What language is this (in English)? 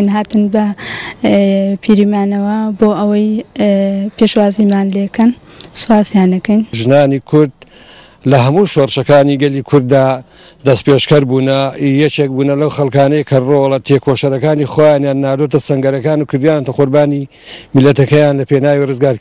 Central Kurdish